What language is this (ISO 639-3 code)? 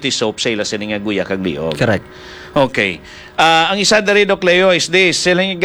hil